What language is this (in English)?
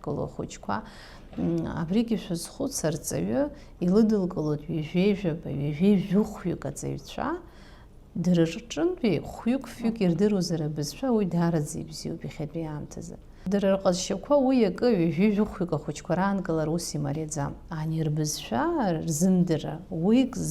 Abkhazian